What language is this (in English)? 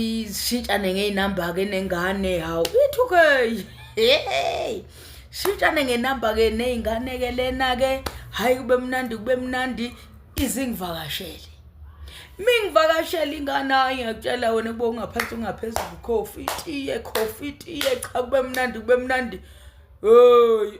Zulu